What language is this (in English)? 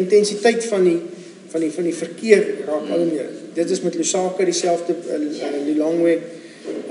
Afrikaans